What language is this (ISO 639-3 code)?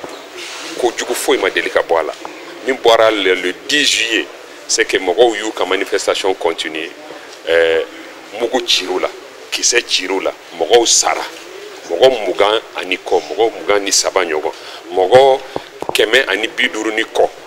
bam